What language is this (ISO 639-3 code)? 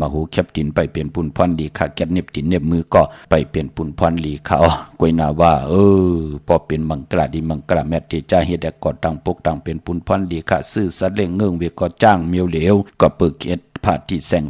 shn